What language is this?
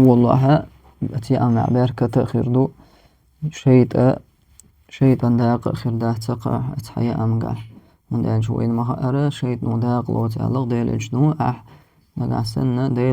Chechen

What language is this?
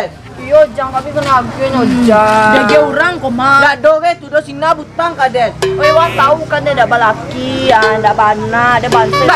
Minangkabau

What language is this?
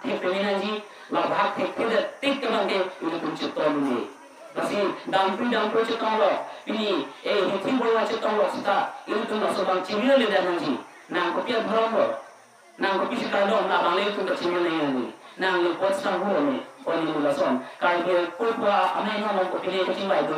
Karbi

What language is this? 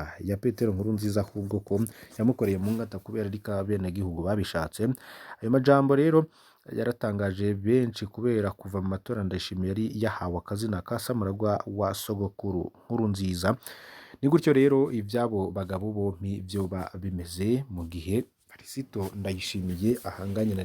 Rundi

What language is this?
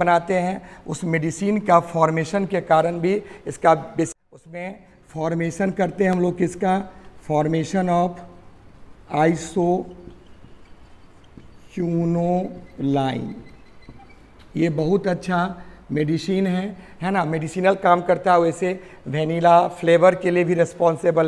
Hindi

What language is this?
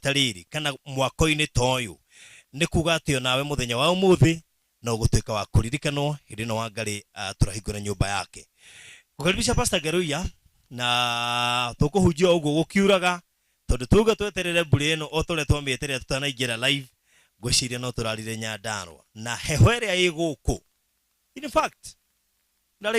Kikuyu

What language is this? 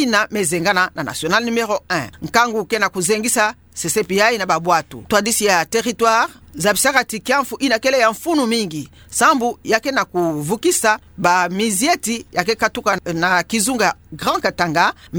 Kituba (Democratic Republic of Congo)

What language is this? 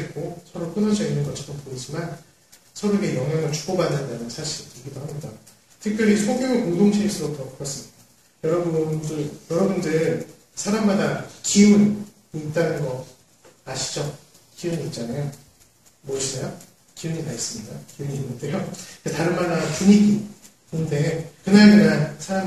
Korean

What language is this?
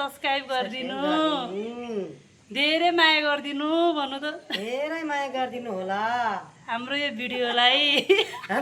Nepali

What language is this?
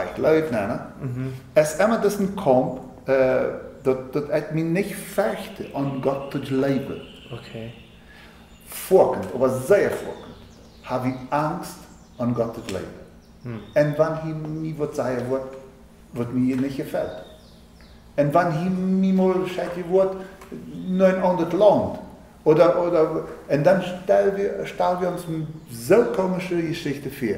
Plautdietsch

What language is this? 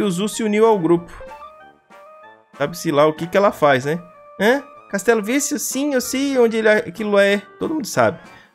Portuguese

